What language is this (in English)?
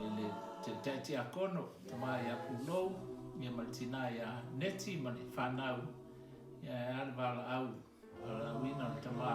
Samoan